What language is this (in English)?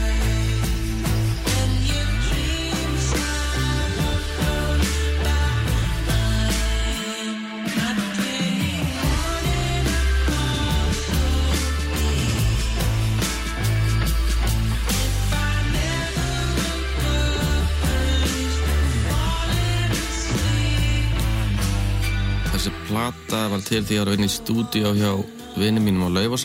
Icelandic